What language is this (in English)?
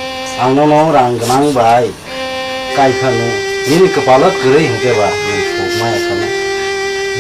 Kok Borok